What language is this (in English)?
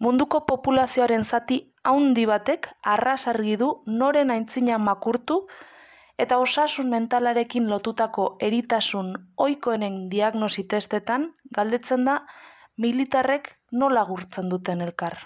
Basque